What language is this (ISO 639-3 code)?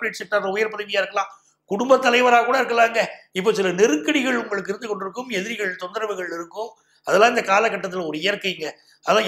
tam